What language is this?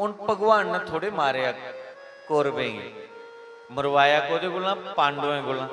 Dogri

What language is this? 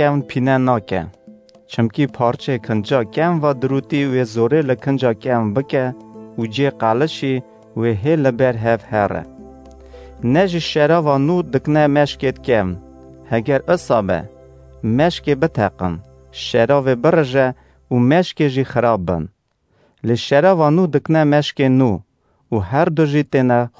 Kurdish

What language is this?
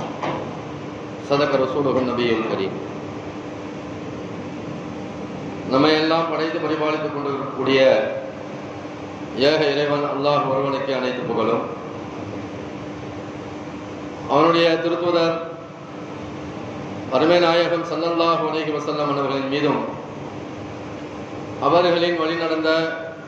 Tamil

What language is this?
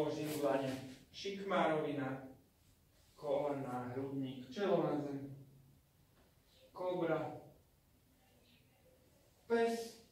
Slovak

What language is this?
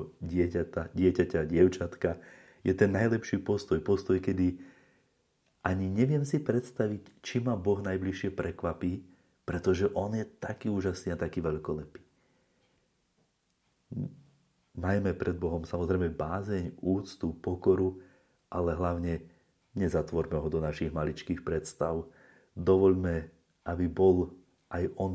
Slovak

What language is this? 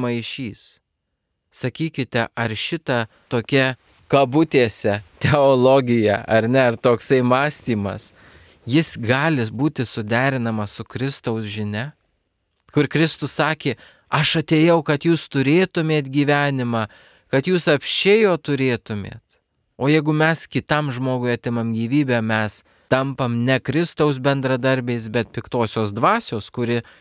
Lithuanian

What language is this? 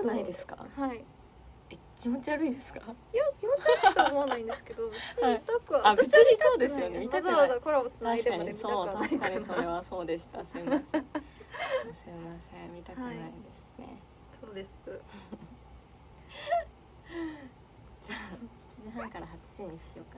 Japanese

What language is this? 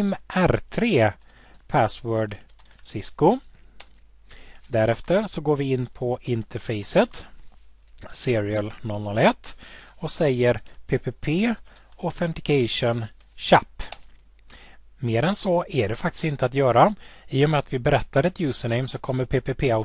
Swedish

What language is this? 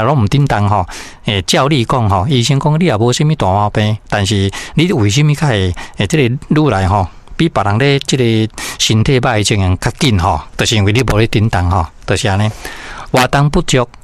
Min Nan Chinese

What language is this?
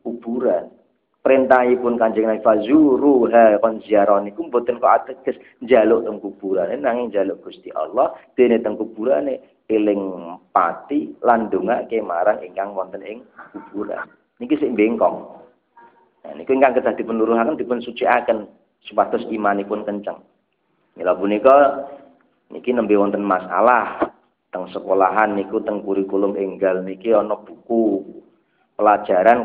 Javanese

